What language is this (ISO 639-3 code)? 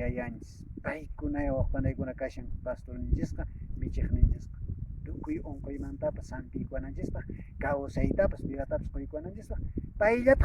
que